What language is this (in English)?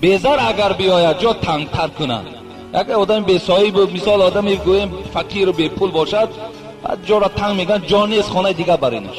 Tajik